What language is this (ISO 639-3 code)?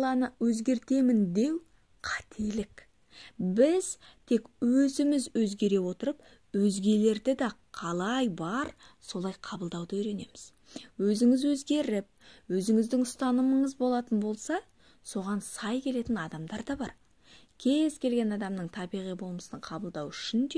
kaz